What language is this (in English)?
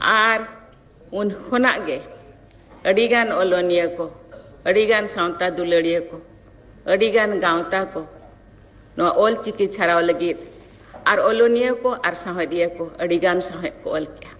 Santali